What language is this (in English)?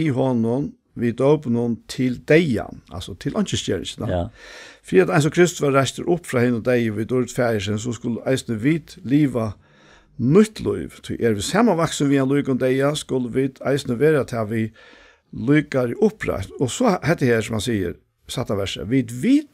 Faroese